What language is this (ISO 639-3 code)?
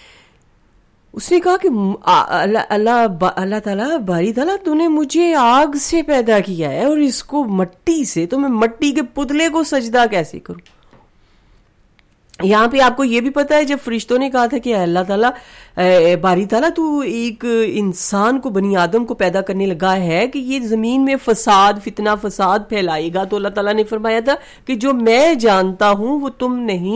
urd